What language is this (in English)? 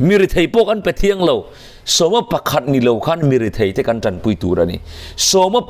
Mizo